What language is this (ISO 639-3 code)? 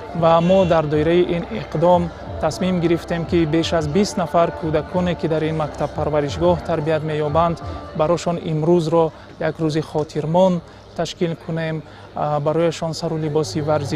tgk